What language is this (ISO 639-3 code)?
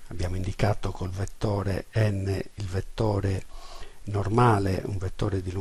ita